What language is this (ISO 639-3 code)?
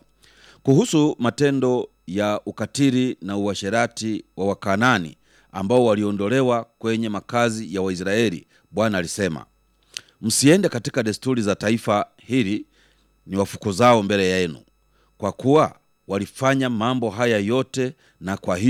swa